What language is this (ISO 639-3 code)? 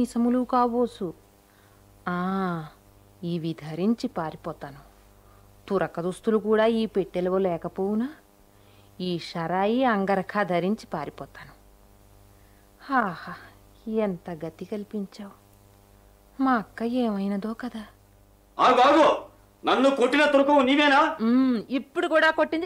tel